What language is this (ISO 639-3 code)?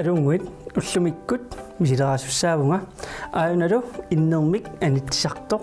kal